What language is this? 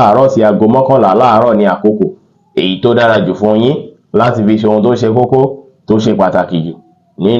Yoruba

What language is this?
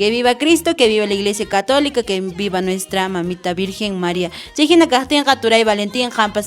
Quechua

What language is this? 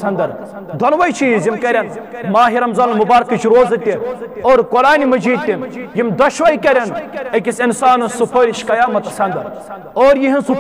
Kashmiri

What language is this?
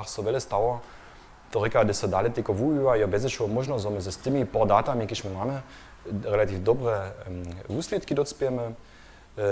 Upper Sorbian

